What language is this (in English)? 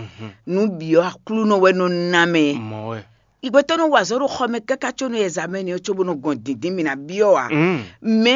Fon